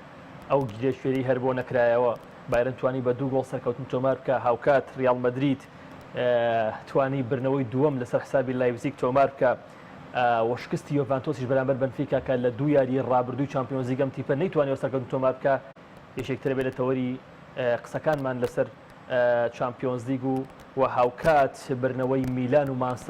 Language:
Central Kurdish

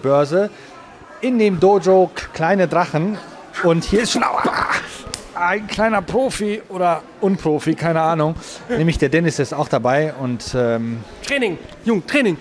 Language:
German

